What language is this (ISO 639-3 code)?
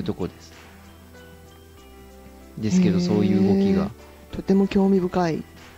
jpn